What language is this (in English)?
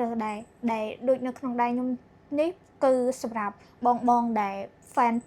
Khmer